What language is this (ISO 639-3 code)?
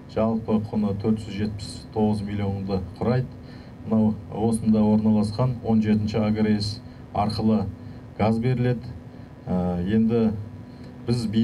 kaz